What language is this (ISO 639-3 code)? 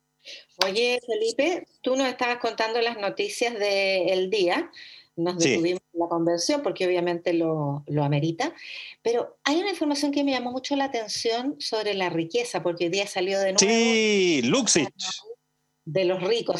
spa